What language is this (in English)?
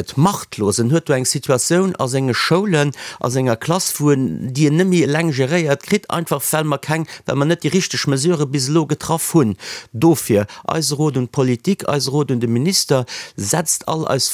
Luxembourgish